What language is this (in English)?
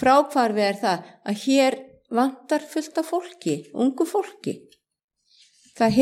Icelandic